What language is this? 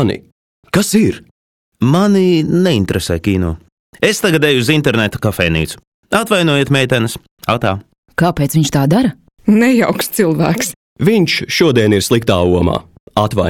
Latvian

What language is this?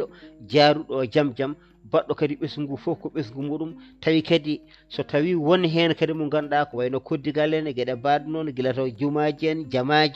Fula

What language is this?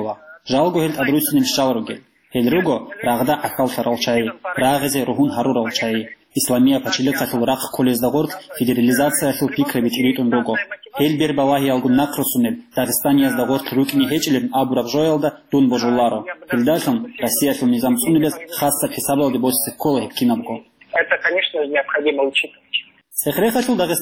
Avaric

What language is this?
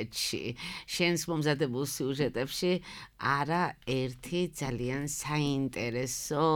Georgian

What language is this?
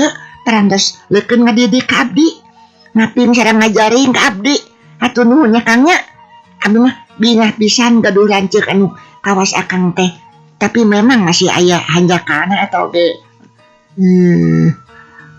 Sundanese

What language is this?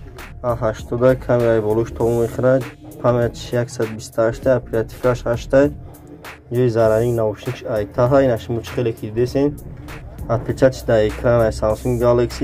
Tajik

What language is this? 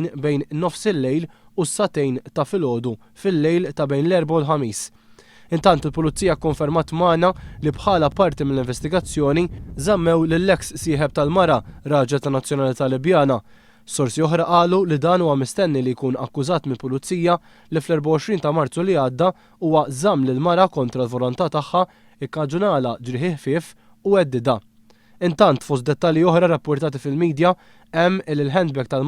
Maltese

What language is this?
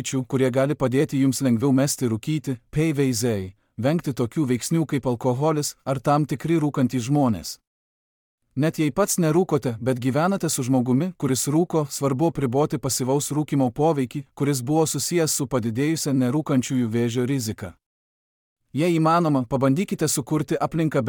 Lithuanian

